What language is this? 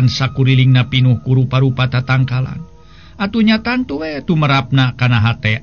Sundanese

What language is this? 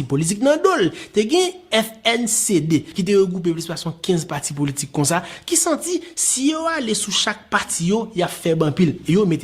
Haitian Creole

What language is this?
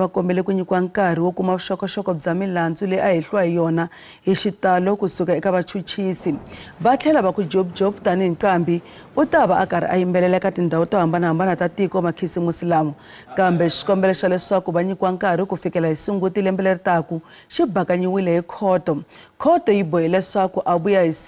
Tsonga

